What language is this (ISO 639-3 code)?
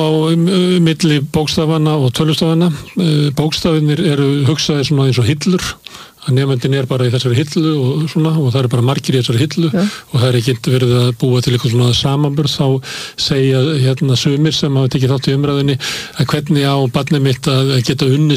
isl